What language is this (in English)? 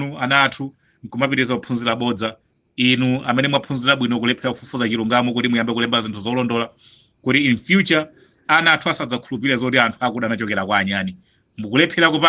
Nyanja